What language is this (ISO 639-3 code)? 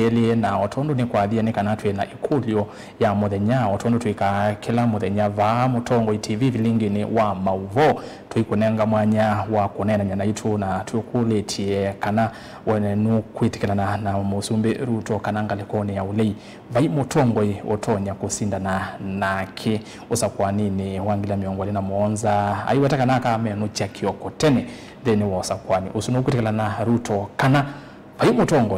kam